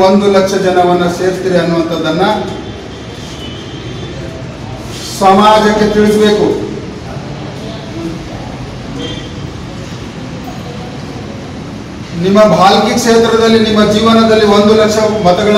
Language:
Kannada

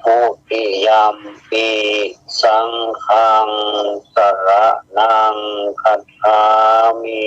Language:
Pali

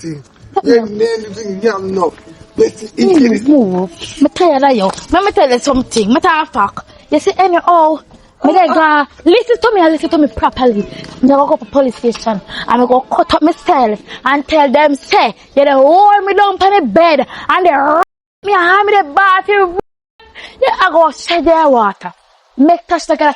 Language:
Jamaican Creole English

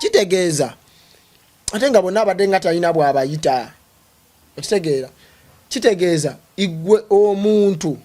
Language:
Ganda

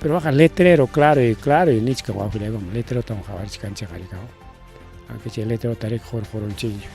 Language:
Ayacucho Quechua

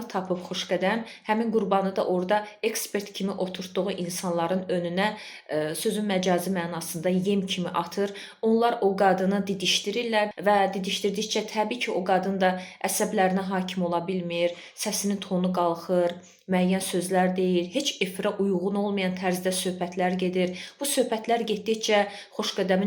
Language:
Azerbaijani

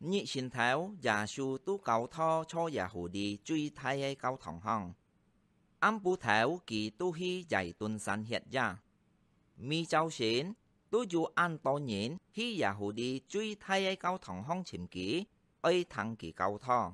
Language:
Hakka Chinese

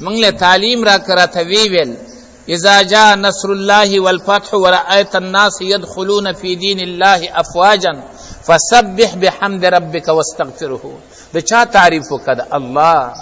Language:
Pashto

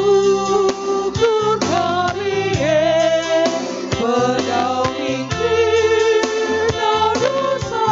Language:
Batak Karo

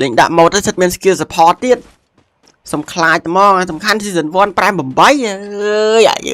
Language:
Khmer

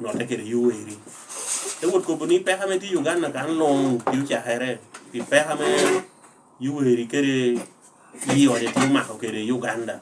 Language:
Lango (Uganda)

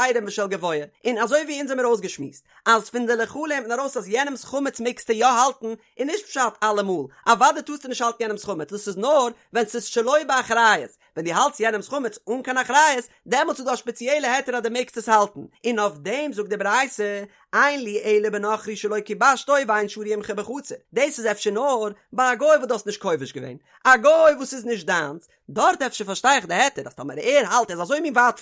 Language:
Yiddish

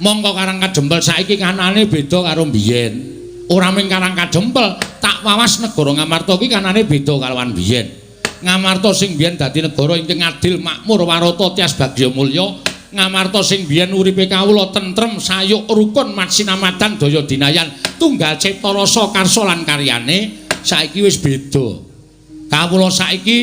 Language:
Javanese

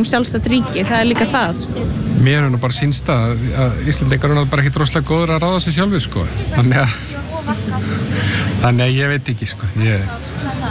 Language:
Icelandic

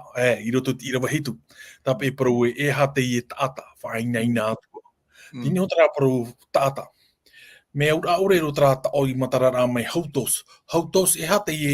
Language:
Tahitian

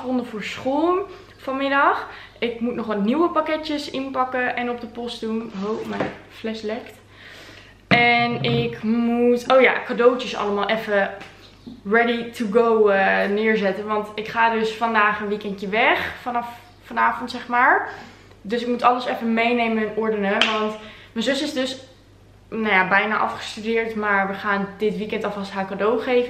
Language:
Dutch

